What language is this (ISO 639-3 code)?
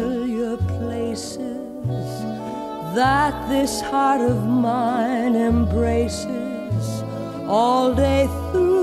eng